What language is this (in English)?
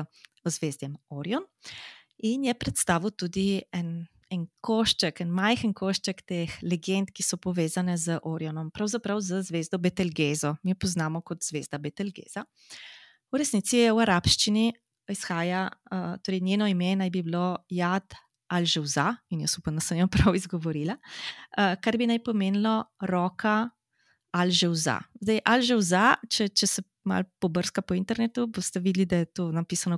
Slovenian